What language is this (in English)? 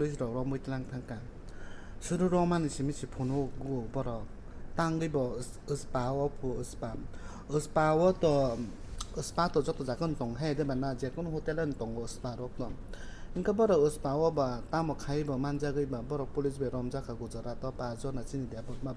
Kok Borok